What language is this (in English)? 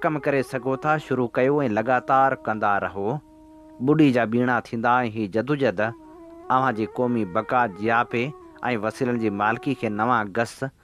Sindhi